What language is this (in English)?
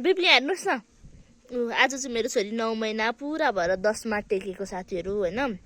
Nepali